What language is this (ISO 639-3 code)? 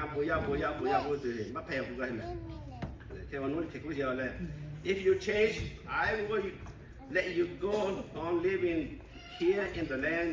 lhu